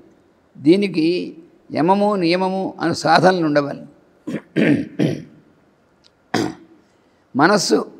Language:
Telugu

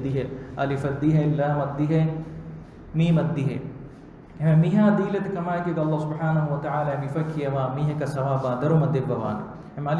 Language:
Divehi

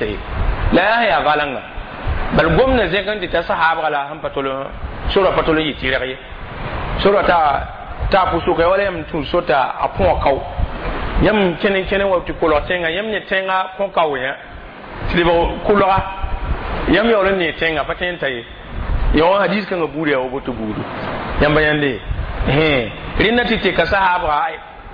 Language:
Mossi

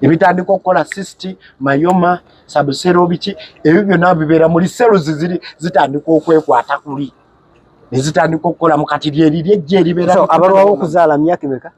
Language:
Ganda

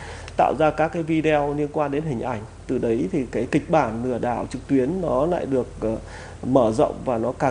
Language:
Vietnamese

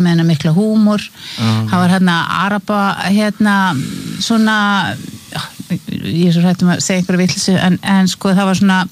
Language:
Icelandic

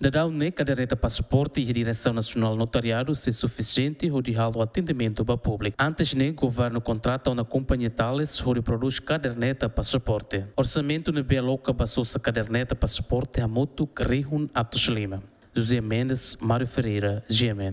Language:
Tetum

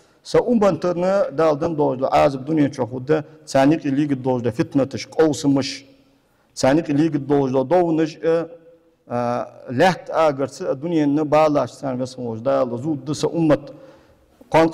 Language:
Ingush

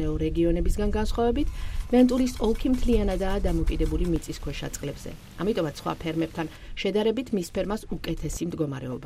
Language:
Georgian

